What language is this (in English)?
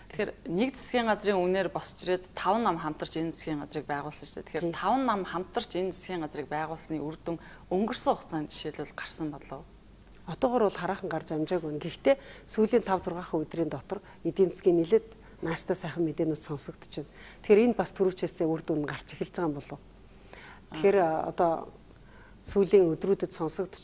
Mongolian